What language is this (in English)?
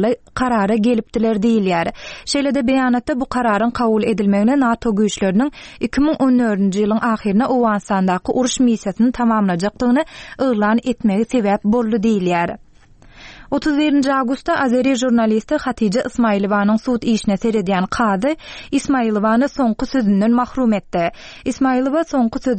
Turkmen